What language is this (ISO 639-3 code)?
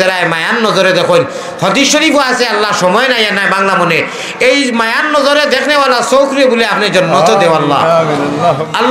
syl